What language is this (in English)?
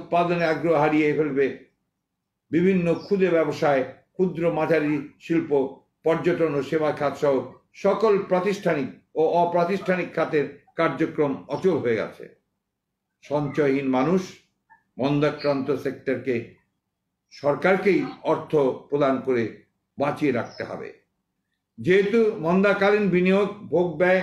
Bangla